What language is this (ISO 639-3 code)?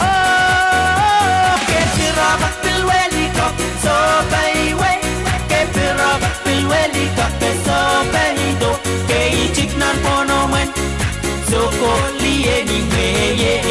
pon